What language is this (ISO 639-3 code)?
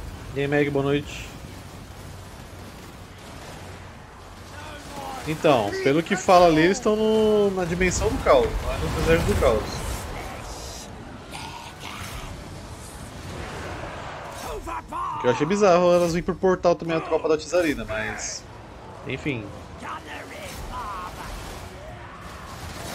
por